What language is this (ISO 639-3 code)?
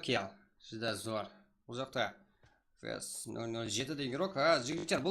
kaa